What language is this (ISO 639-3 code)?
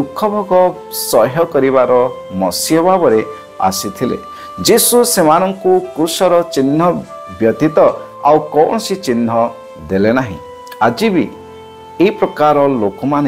ori